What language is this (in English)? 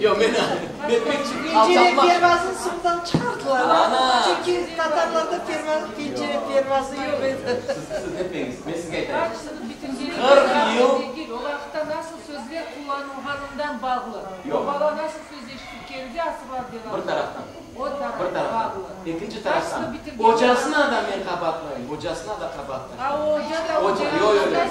Crimean Tatar